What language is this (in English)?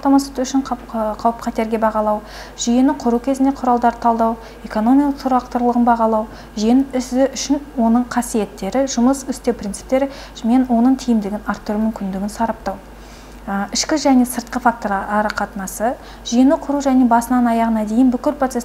Kazakh